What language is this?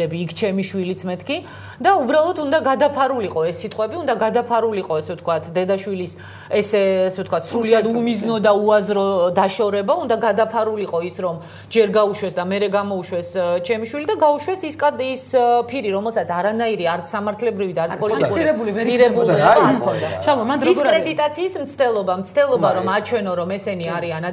Georgian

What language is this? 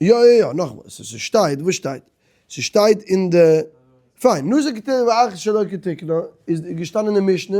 Yiddish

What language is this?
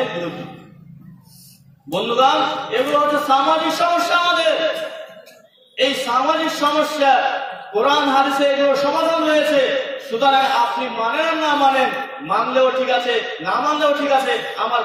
Bangla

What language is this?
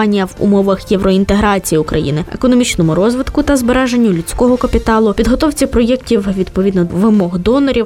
Ukrainian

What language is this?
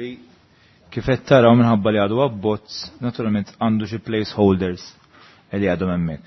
Maltese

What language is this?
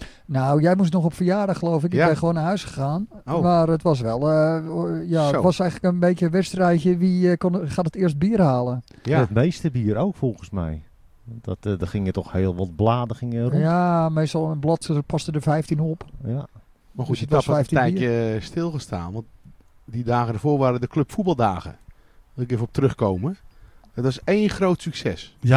Dutch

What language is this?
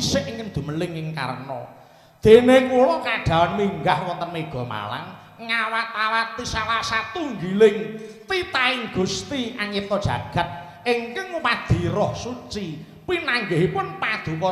Javanese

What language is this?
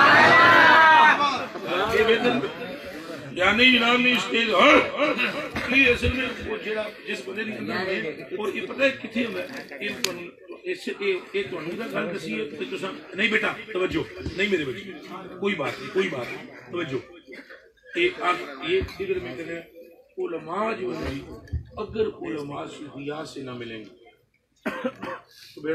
Urdu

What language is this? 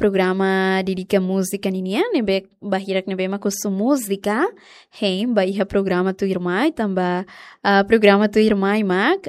Tetum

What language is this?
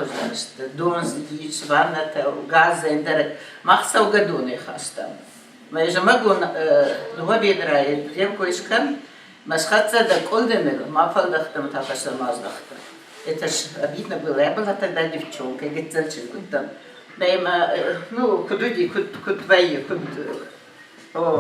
Ossetic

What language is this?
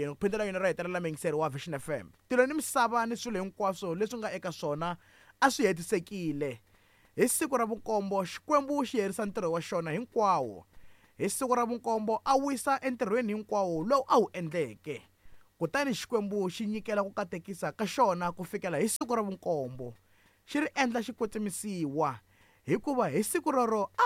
Tsonga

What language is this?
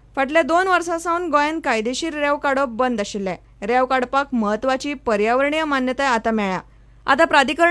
Konkani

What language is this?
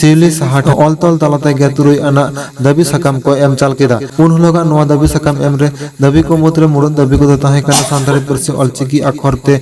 Santali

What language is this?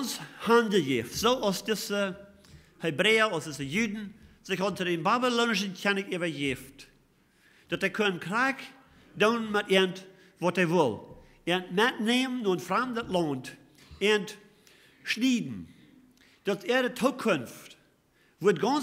Plautdietsch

